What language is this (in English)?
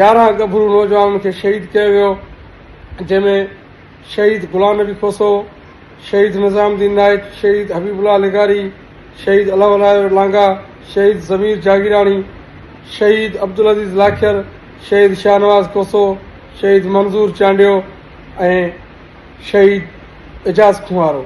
Sindhi